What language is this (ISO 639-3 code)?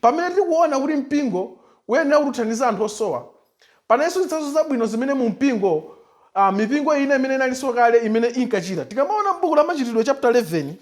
nya